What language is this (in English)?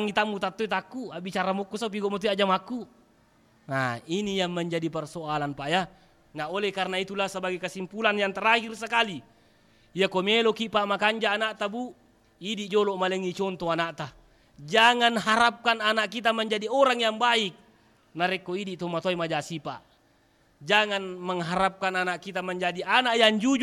Buginese